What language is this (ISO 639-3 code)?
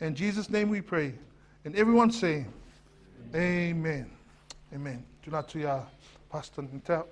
smo